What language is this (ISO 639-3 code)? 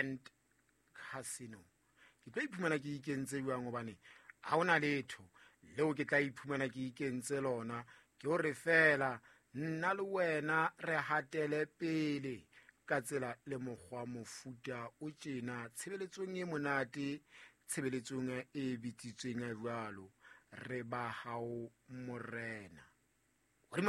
sot